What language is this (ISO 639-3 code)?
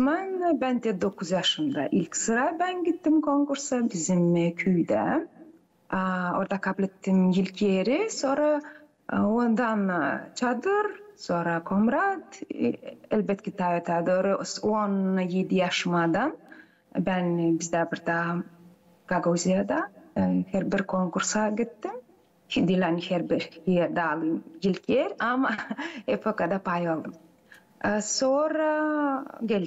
gag